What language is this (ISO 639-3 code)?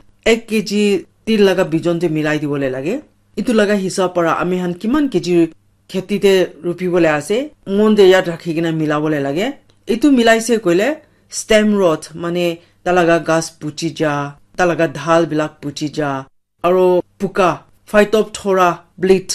nag